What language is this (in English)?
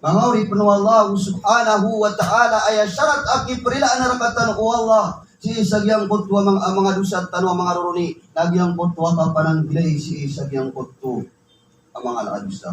Maranao